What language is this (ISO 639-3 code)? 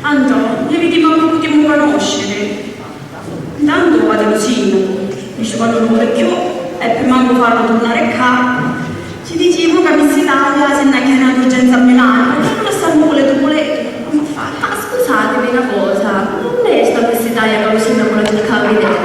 scn